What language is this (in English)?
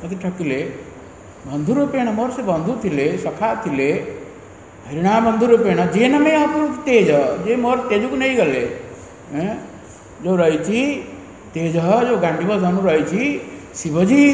Odia